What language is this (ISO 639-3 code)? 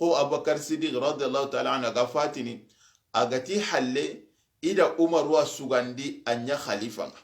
snk